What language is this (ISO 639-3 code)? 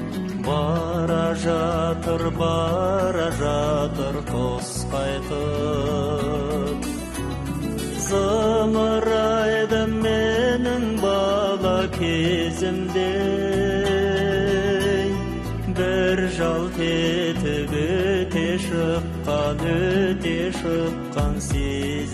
kaz